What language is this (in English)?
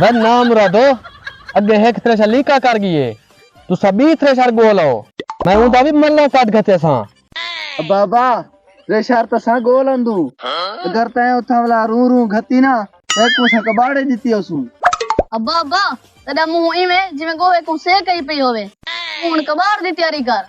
Saraiki